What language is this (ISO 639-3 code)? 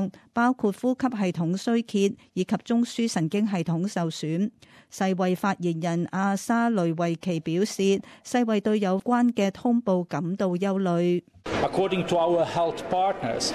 yue